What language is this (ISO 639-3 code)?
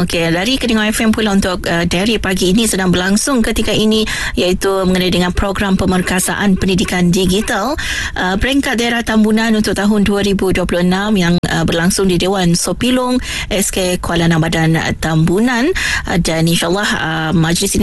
msa